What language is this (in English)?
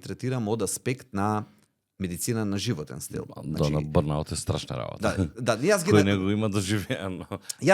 Macedonian